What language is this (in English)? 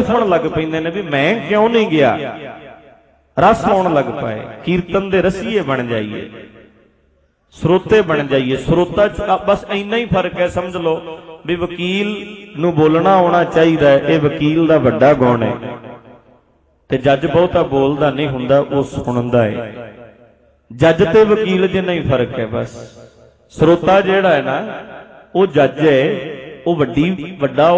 Punjabi